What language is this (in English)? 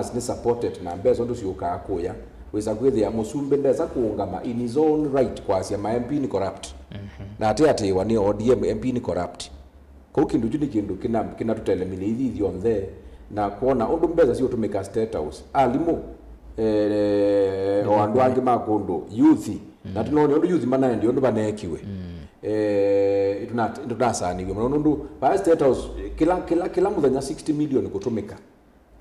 Kamba